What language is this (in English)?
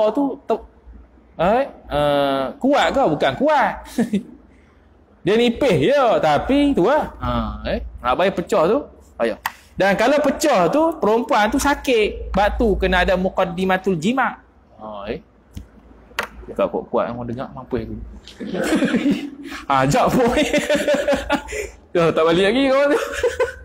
Malay